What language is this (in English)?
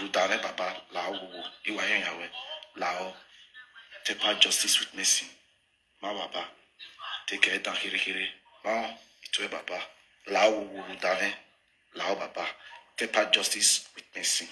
Nigerian Pidgin